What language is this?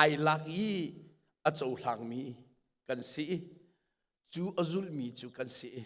Hakha Chin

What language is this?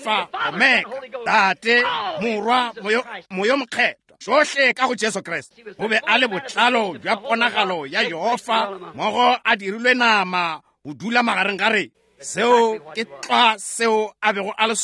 Northern Sotho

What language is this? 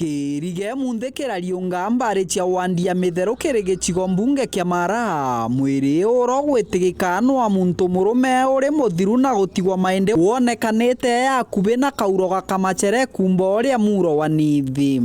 Meru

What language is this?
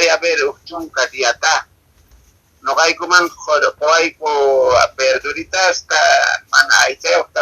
Quechua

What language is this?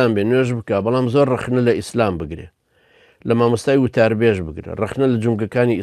Central Kurdish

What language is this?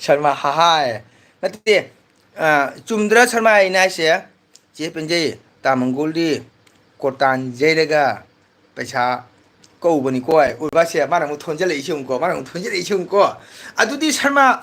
Manipuri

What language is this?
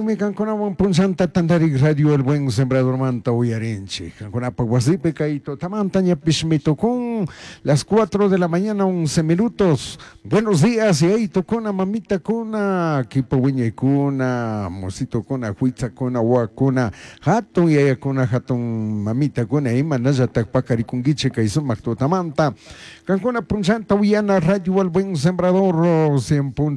Chimborazo Highland Quichua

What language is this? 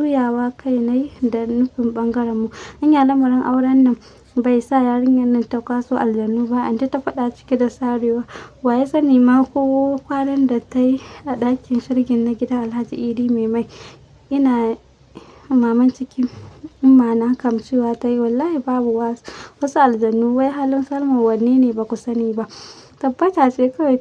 Hausa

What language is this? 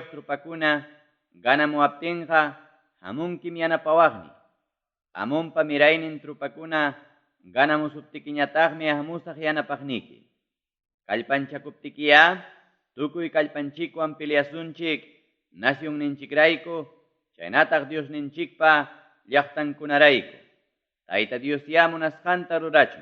Ayacucho Quechua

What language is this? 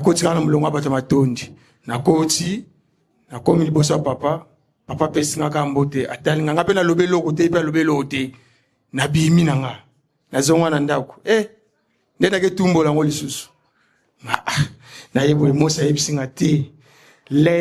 Lingala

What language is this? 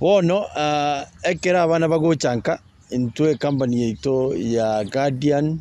Gusii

